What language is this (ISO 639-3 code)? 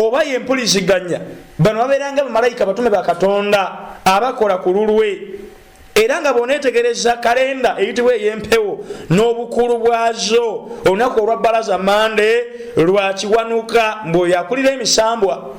lug